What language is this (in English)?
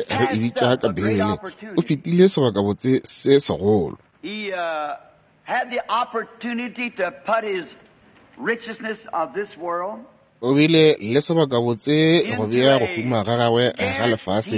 Northern Sotho